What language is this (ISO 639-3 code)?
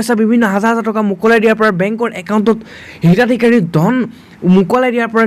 asm